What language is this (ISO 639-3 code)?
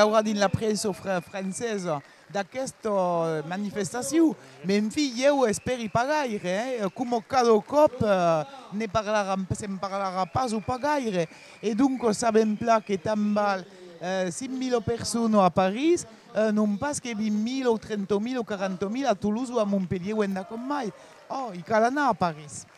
oci